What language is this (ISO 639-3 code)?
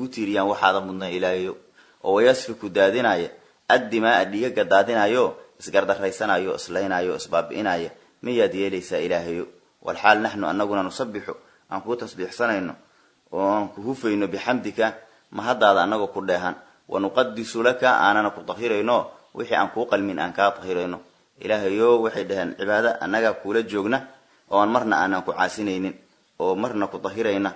som